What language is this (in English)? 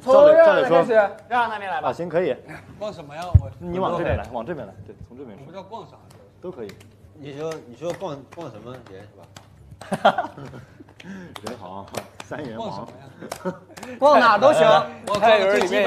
Chinese